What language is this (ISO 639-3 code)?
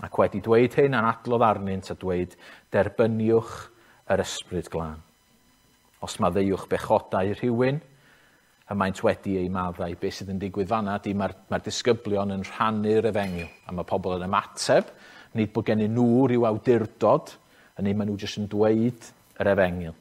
cym